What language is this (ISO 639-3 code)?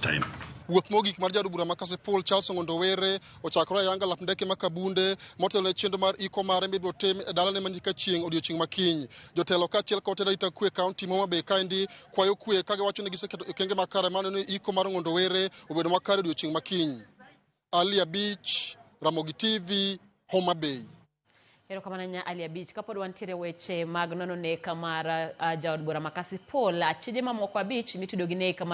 luo